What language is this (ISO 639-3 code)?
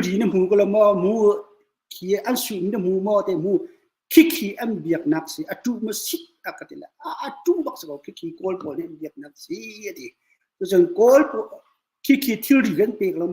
cnh